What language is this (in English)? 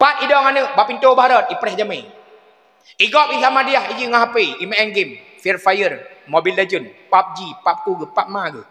Achinese